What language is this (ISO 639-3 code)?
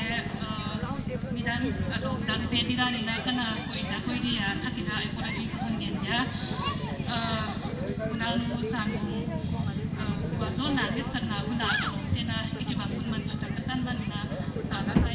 pck